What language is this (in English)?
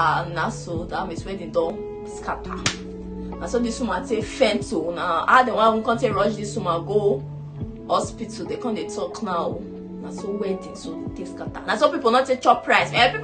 Nigerian Pidgin